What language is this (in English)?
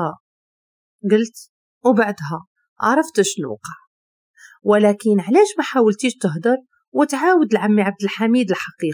Moroccan Arabic